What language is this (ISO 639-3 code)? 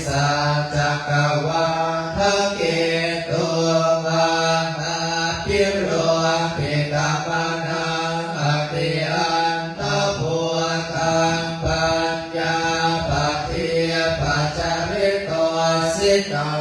pli